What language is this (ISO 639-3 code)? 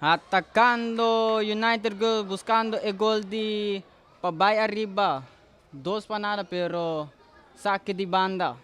pap